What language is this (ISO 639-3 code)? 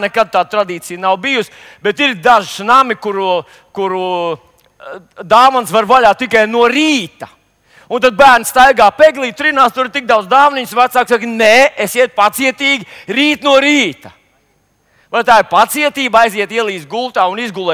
lav